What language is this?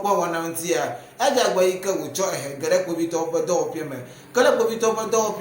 Ewe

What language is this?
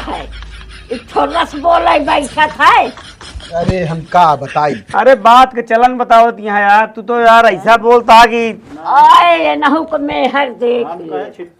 Awadhi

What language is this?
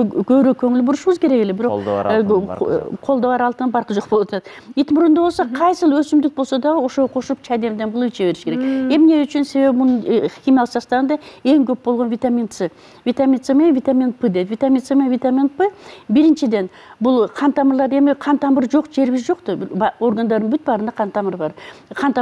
Kyrgyz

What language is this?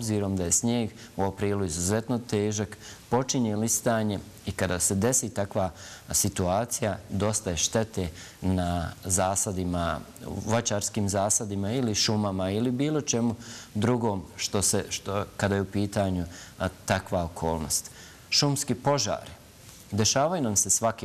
Bosnian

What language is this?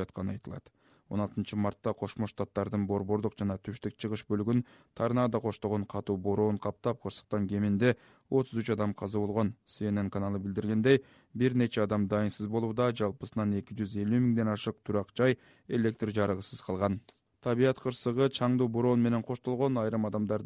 Kyrgyz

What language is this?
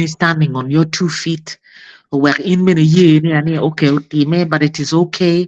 Acoli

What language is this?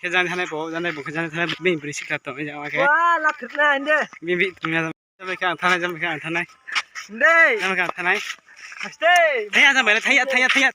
Riang (India)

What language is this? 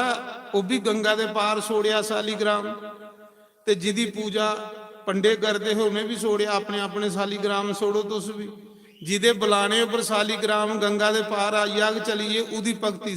Dogri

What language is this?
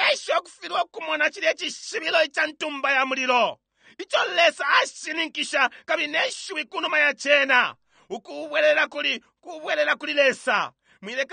Bemba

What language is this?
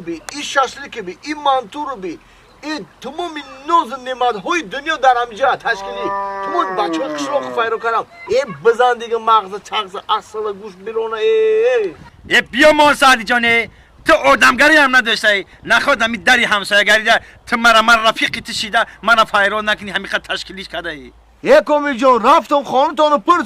Tajik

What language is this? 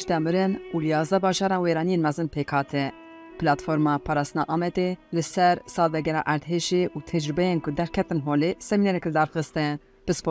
Kurdish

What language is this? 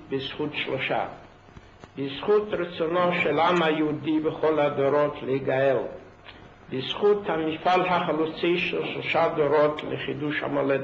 Hebrew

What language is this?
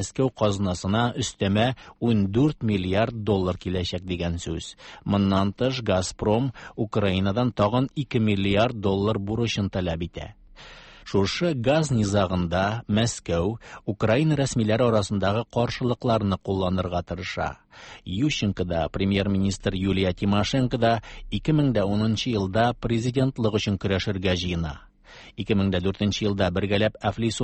Tatar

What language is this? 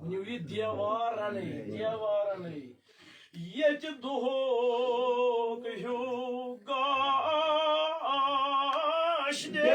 Kashmiri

